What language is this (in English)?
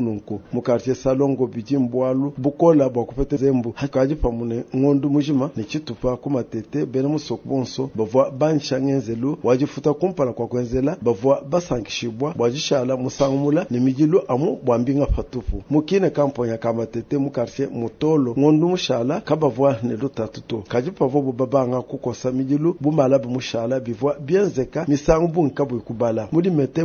Luba-Lulua